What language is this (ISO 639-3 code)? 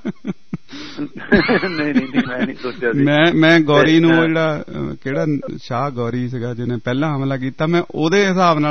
pan